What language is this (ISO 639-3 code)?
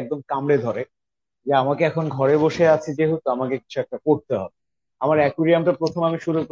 ben